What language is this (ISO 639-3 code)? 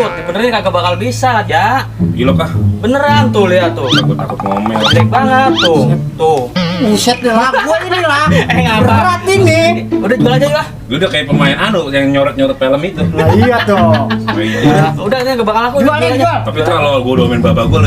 bew